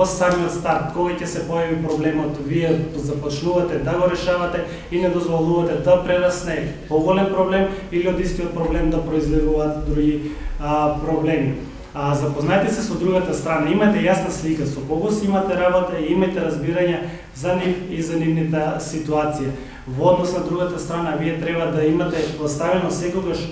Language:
Macedonian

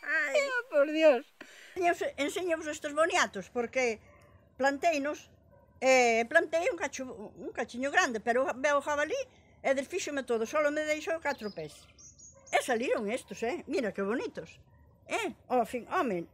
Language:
Galician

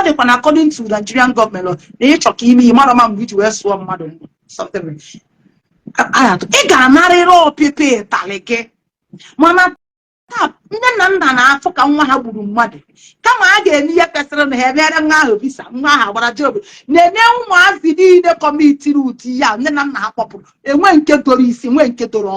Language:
Igbo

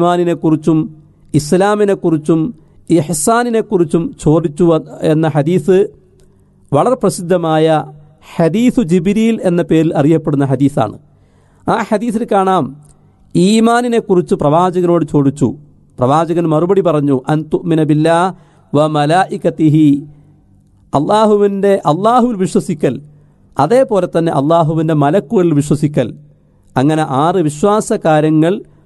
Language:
Malayalam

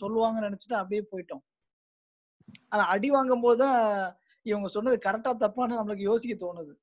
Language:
Tamil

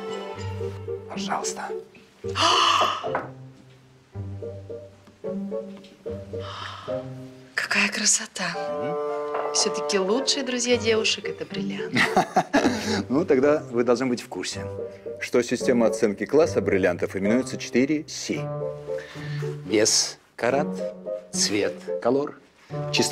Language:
Russian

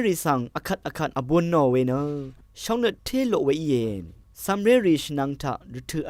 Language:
Rawang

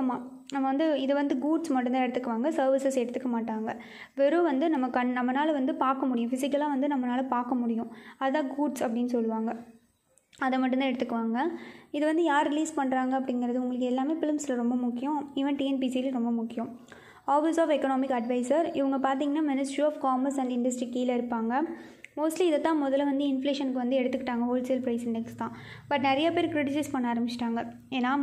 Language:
Tamil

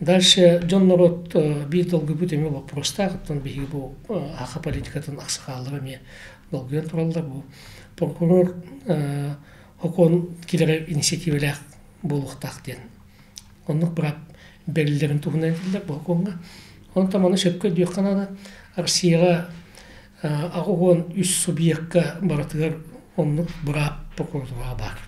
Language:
Yakut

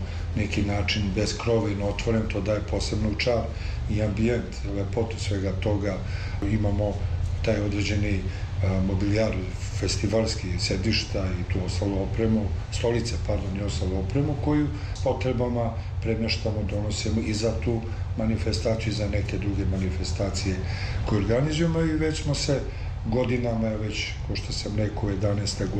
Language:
Serbian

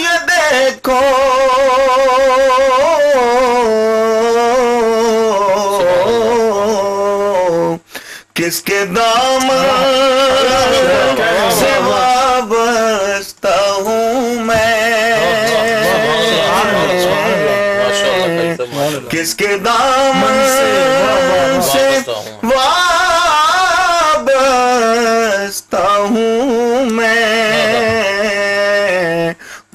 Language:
Urdu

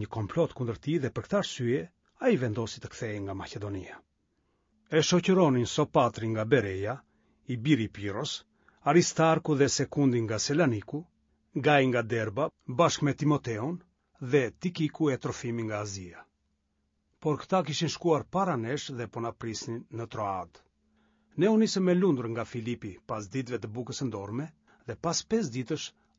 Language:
Albanian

